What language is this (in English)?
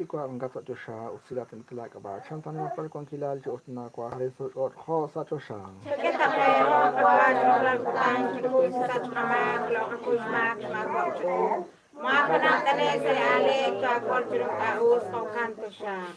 Kekchí